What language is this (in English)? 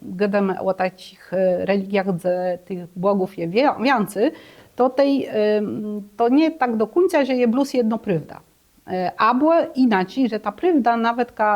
Kashubian